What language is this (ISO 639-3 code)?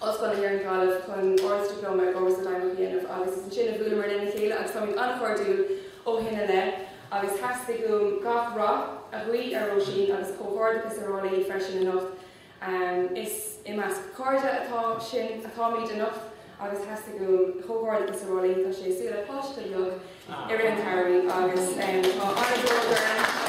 gle